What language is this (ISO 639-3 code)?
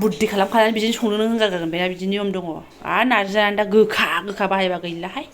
brx